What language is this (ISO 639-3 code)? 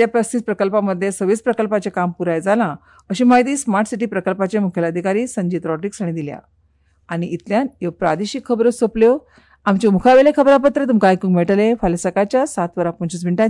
kok